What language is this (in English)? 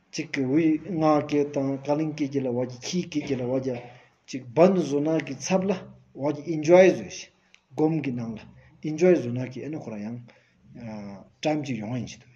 Stod Bhoti